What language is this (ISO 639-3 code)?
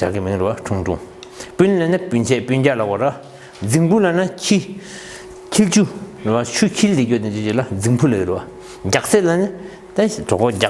bod